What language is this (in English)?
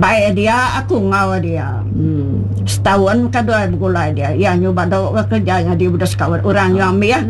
Iban